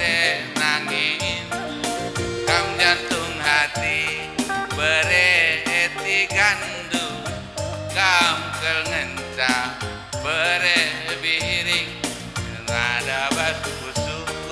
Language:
Batak Karo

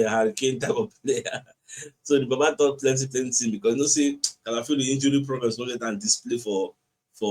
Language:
Nigerian Pidgin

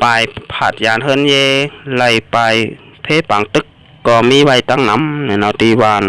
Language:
Shan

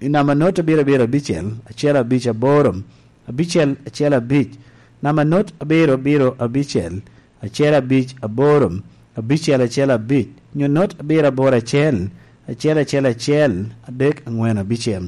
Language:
Lango (Uganda)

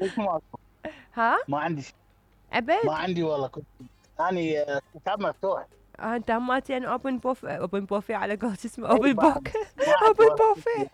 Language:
Mesopotamian Arabic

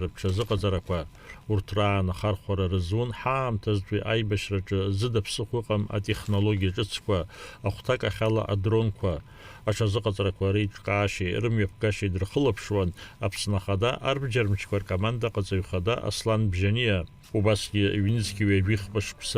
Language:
Abkhazian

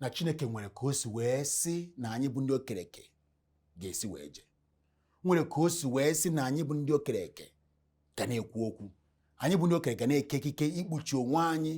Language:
Igbo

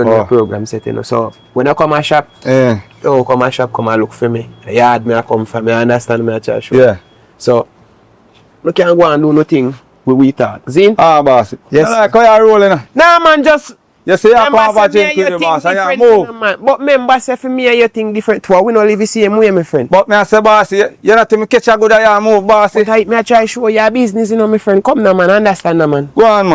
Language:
Jamaican Creole English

